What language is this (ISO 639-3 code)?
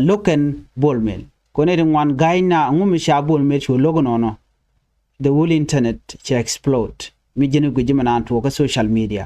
nus